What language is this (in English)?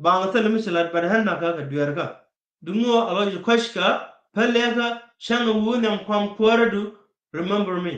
Nuer